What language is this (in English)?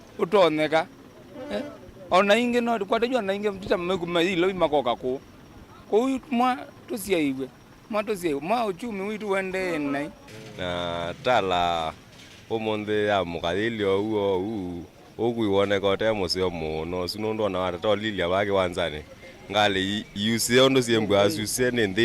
Kamba